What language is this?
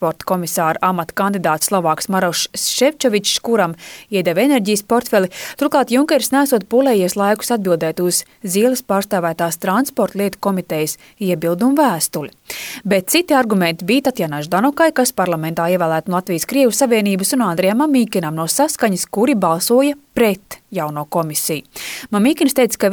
Latvian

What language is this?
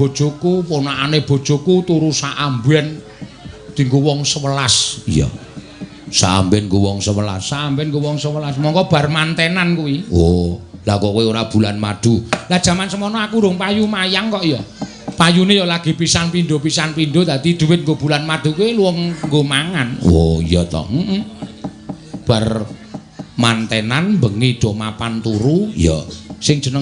Javanese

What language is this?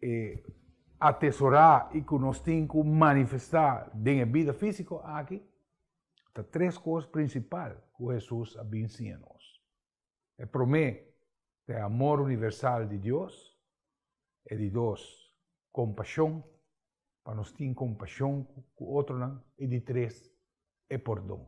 Papiamento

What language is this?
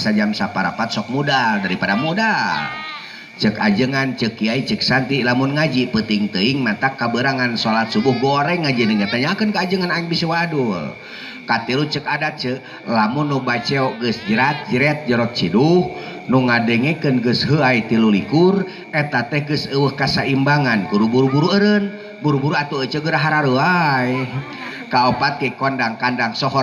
Sundanese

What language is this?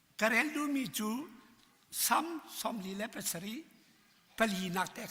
Hakha Chin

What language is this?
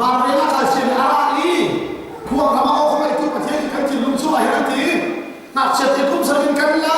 Hakha Chin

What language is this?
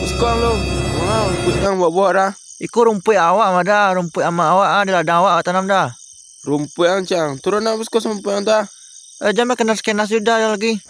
Minangkabau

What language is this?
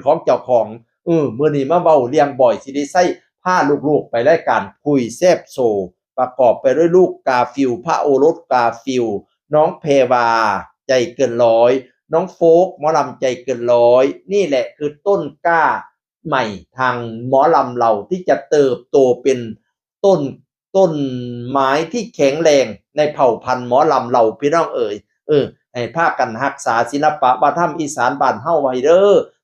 Northeastern Thai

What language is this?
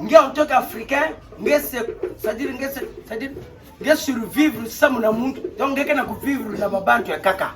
Kituba (Democratic Republic of Congo)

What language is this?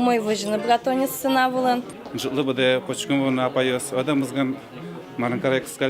Udmurt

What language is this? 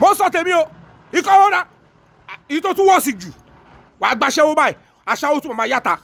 Yoruba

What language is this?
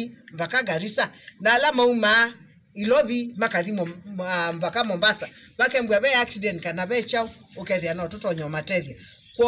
Kamba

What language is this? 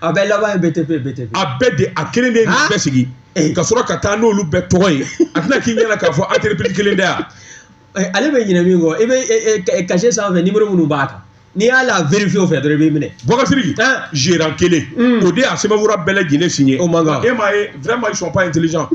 Bambara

